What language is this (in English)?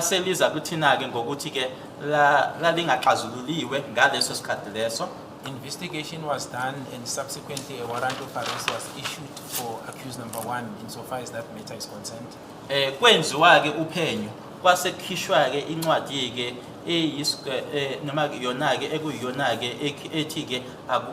Zulu